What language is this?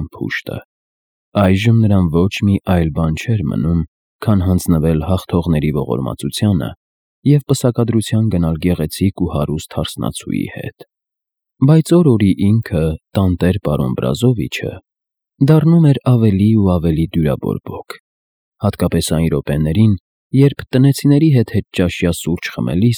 Armenian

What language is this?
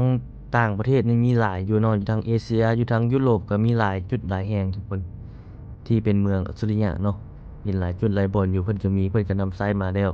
Lao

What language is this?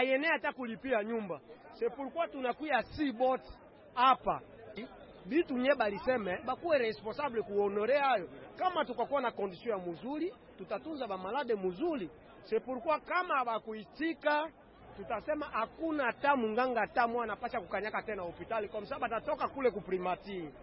Swahili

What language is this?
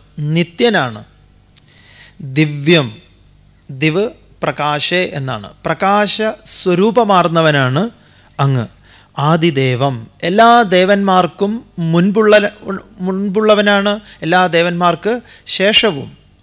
Malayalam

